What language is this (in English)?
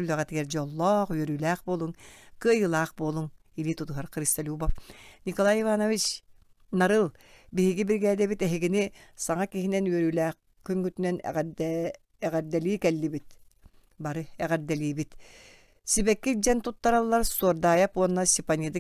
Yakut